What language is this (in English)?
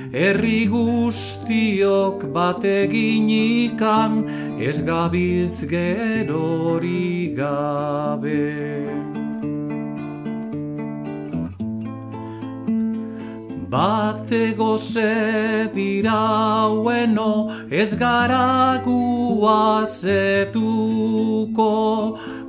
Basque